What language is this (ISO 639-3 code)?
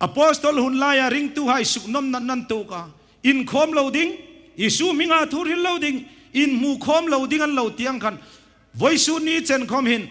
hmr